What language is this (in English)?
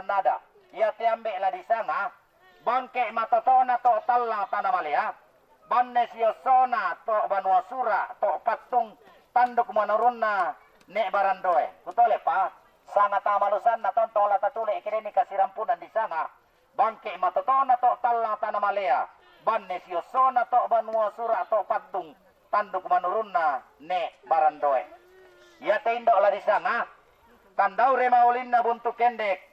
Toraja-Sa'dan